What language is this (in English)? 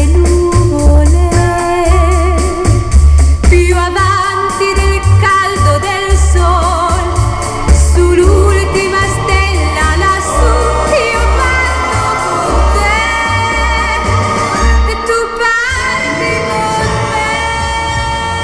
Italian